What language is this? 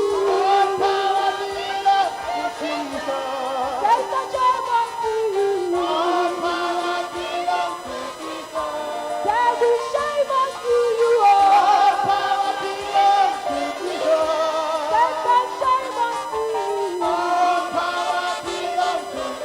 Ewe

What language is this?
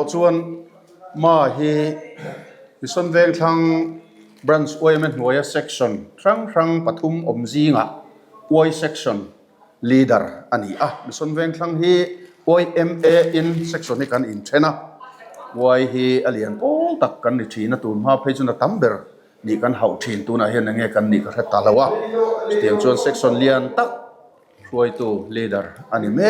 Mizo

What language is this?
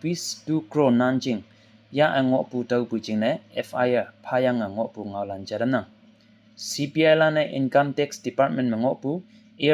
Konyak Naga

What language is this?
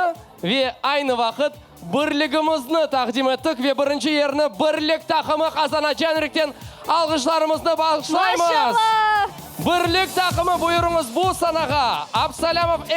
Crimean Tatar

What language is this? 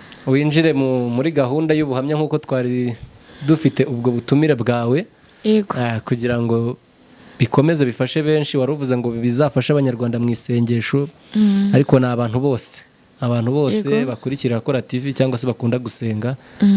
Kinyarwanda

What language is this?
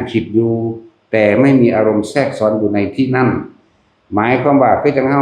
Northeastern Thai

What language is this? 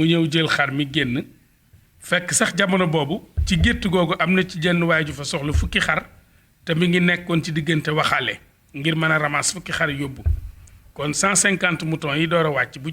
Wolof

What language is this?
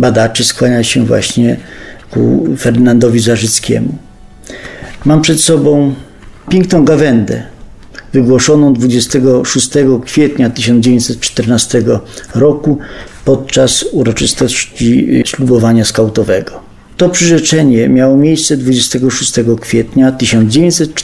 Polish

